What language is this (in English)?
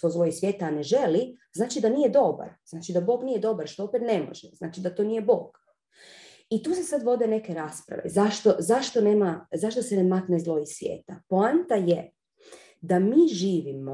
Croatian